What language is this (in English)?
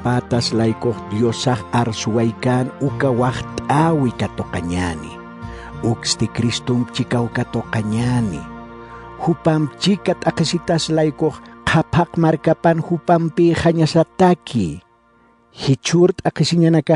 Aymara